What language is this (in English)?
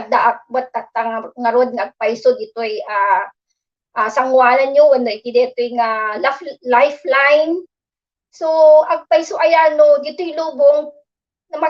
Iloko